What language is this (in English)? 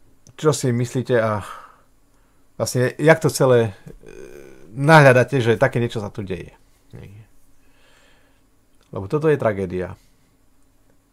Slovak